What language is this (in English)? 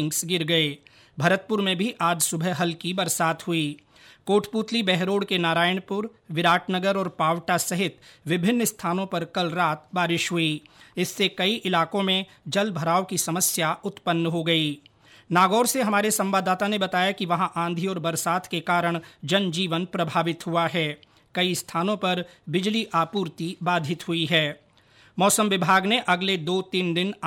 Hindi